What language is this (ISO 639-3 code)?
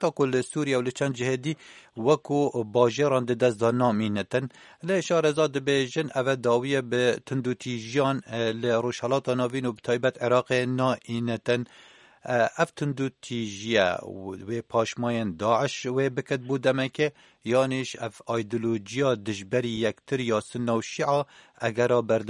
kur